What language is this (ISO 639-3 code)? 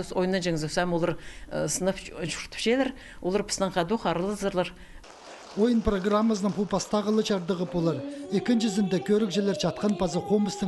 kjh